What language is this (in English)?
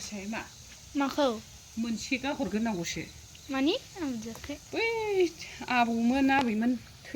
Bodo